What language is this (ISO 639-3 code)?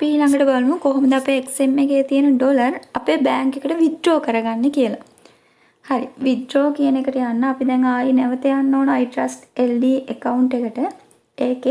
sin